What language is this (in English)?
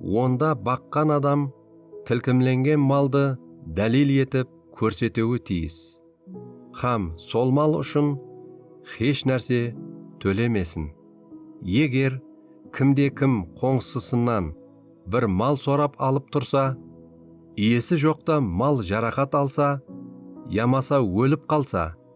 Kara-Kalpak